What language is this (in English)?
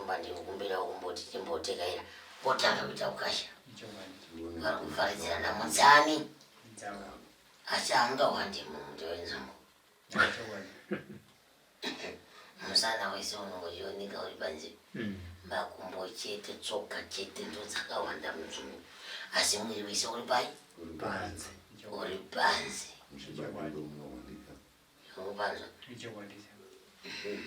Shona